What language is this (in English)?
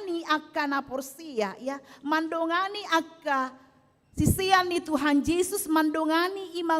Batak Toba